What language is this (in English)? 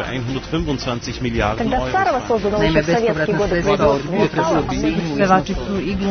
Serbian